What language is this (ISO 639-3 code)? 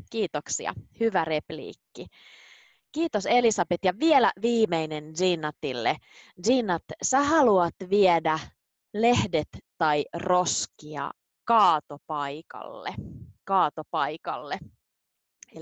fin